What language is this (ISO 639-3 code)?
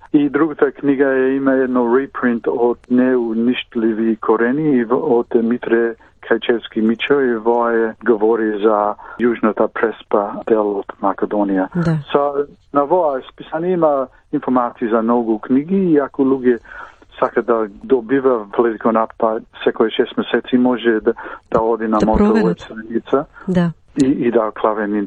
mkd